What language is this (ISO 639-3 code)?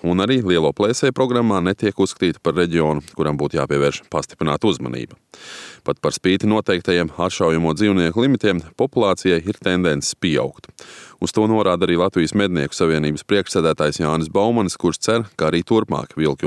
lav